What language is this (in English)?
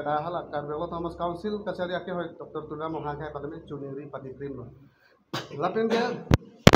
Karbi